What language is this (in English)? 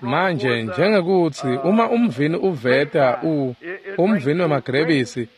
Swati